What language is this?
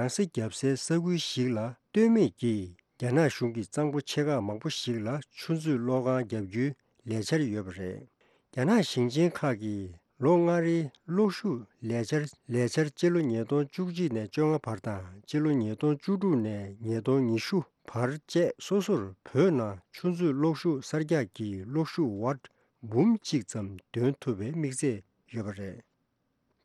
Tibetan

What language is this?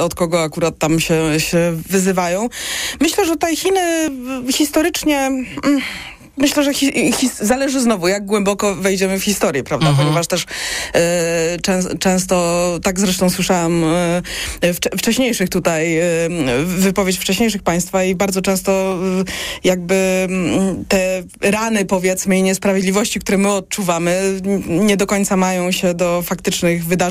Polish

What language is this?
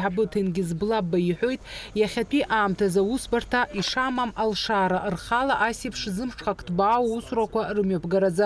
Abkhazian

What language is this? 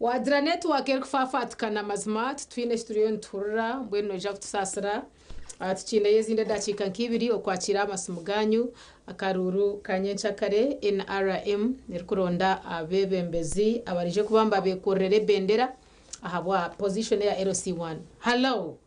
Nyankole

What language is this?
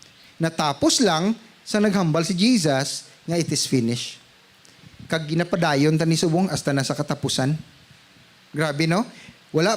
Hiligaynon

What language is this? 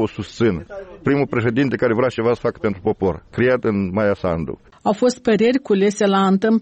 Romanian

